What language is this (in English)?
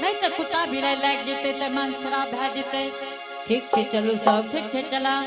Angika